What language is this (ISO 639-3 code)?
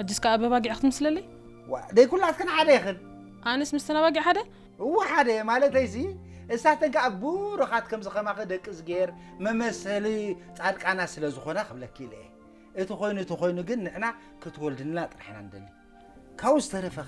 tir